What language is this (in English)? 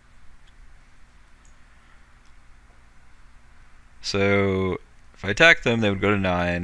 English